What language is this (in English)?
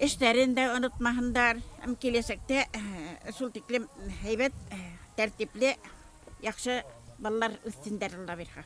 Bashkir